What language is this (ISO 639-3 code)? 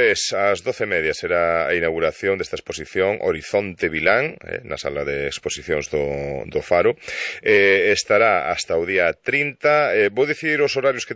glg